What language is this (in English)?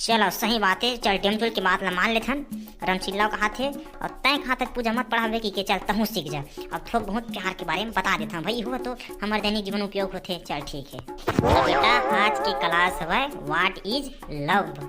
Chhattisgarhi